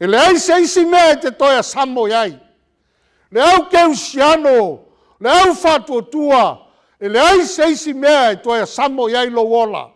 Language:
Samoan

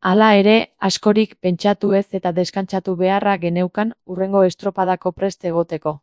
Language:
Basque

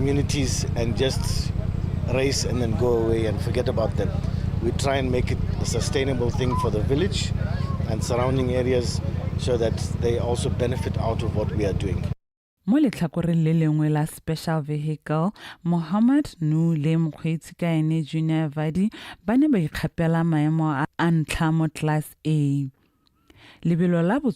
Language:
Tswana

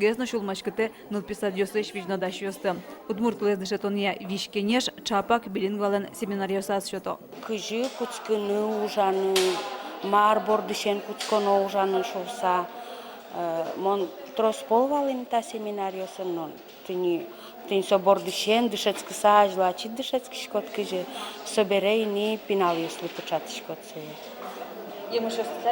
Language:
Udmurt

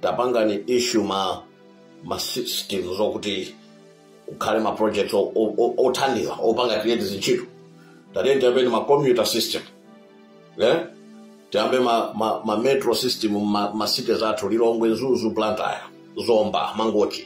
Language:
Nyanja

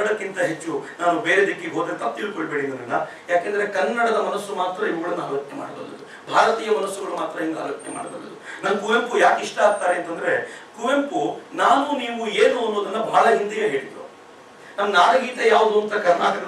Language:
Kannada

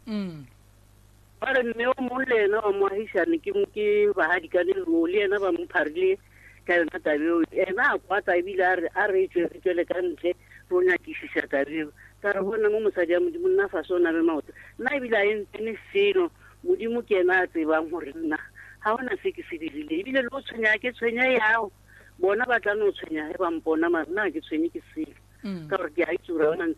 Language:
Northern Sotho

